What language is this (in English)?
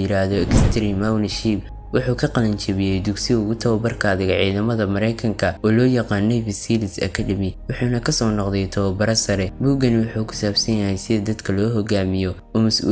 Somali